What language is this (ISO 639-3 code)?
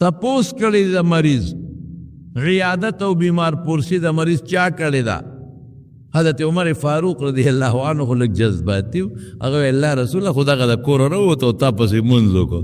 pus